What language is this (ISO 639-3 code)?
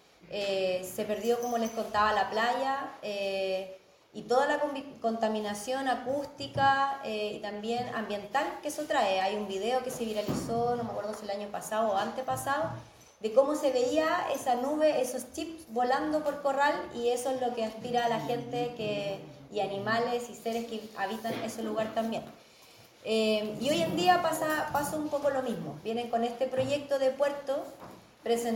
spa